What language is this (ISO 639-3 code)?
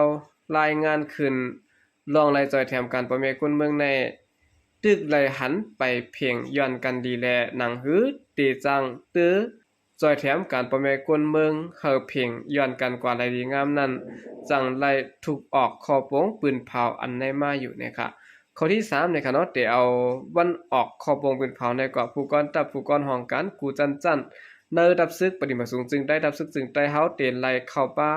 shn